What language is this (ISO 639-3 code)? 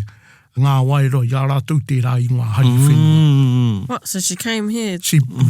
mri